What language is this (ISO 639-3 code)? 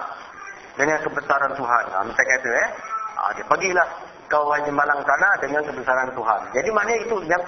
msa